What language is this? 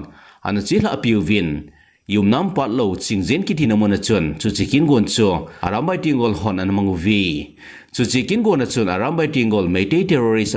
Thado Chin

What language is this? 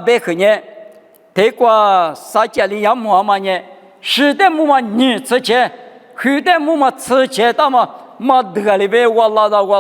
Lisu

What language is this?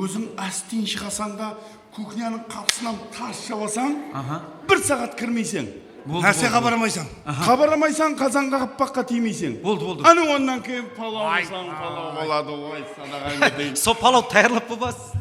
Kara-Kalpak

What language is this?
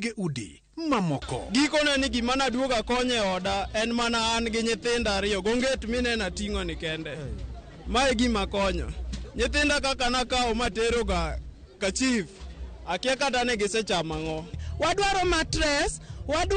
Luo (Kenya and Tanzania)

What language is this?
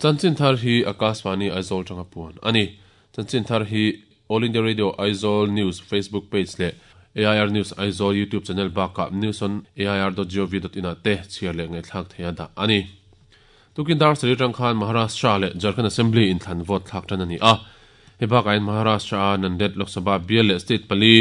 Mizo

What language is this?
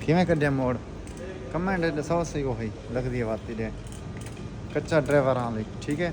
Saraiki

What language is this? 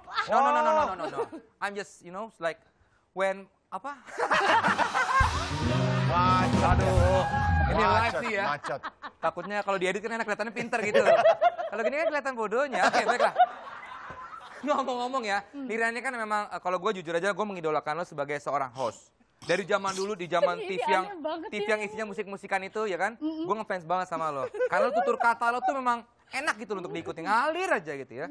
Indonesian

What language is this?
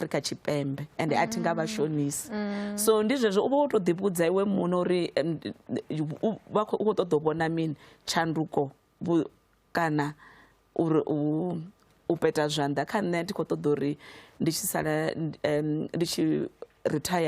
Venda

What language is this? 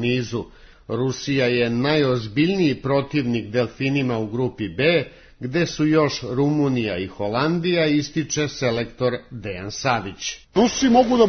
Serbian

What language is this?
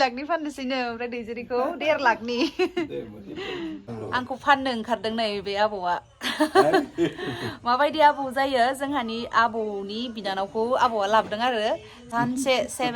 Bodo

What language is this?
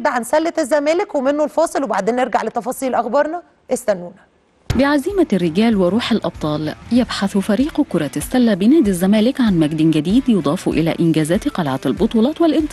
Egyptian Arabic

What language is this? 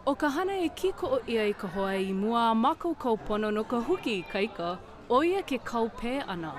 Hawaiian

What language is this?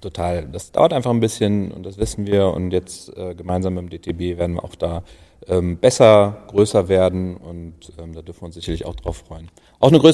German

